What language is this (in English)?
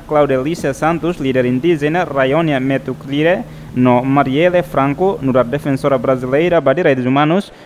Tetum